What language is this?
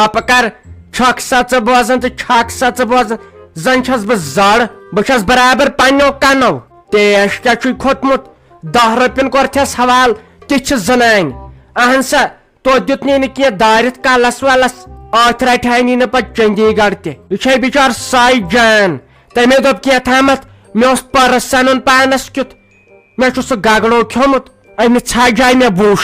Kashmiri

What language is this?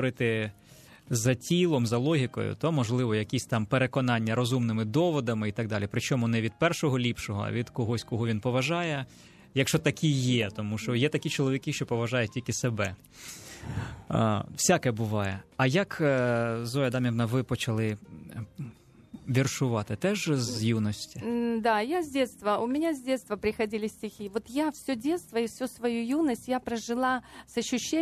Ukrainian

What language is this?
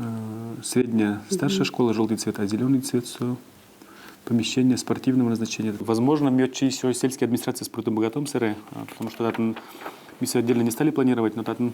Udmurt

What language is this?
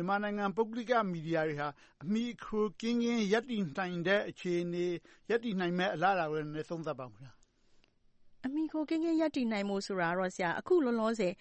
Burmese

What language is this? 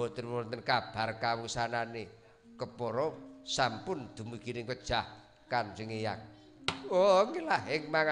Javanese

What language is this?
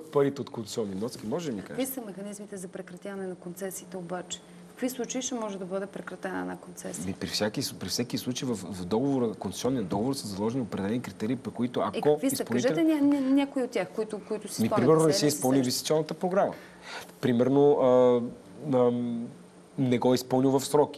Bulgarian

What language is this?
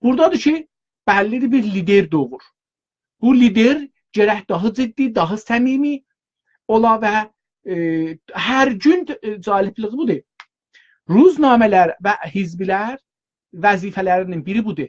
South Azerbaijani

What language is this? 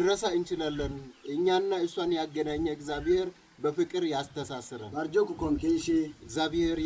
Amharic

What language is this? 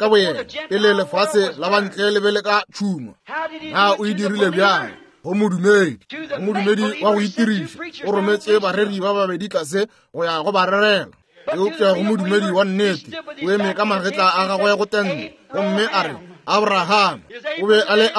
Northern Sotho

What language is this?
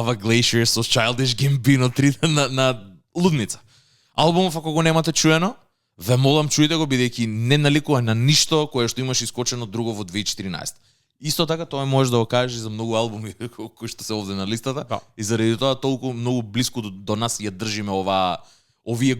Macedonian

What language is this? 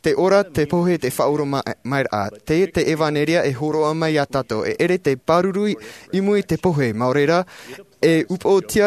Tahitian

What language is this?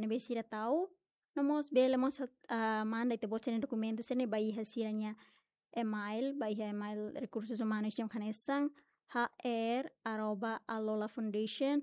Tetum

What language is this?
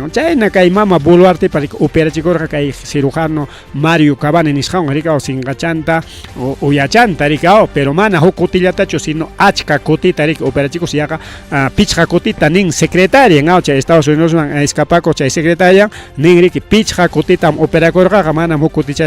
Ayacucho Quechua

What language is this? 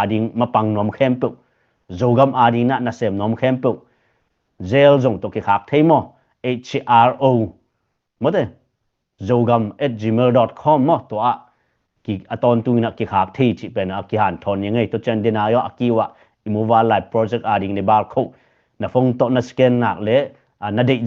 Tedim Chin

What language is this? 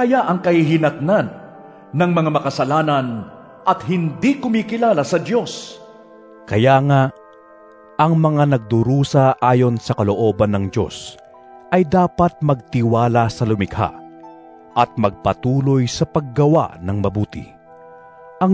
Filipino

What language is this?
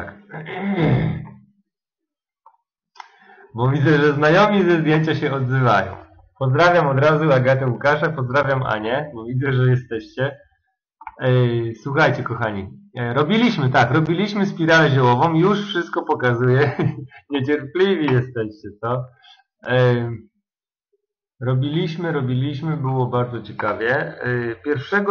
Polish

